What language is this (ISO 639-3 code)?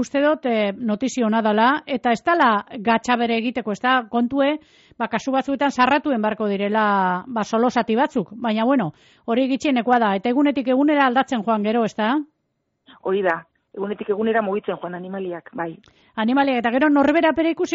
eus